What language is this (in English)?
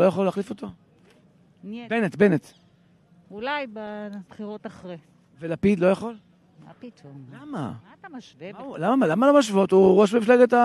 Hebrew